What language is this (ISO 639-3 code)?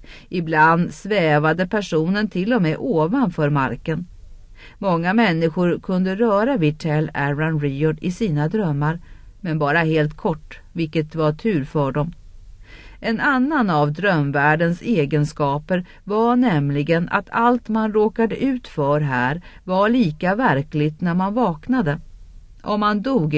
swe